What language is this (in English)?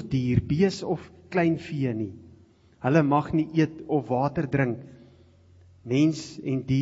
Afrikaans